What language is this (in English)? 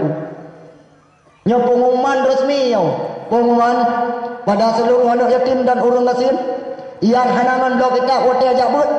Achinese